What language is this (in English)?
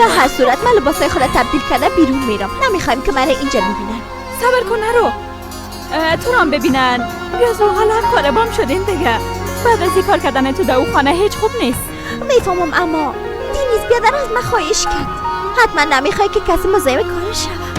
Persian